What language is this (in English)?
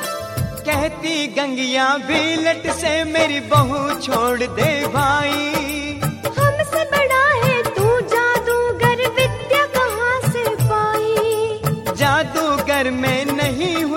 Hindi